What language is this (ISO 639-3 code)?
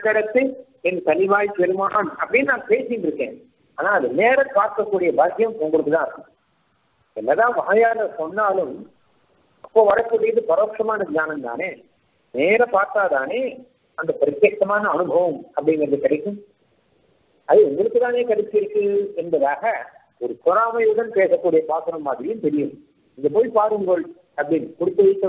tam